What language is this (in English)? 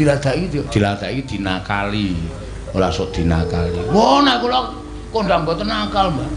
Javanese